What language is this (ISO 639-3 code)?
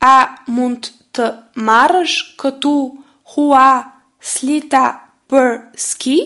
sqi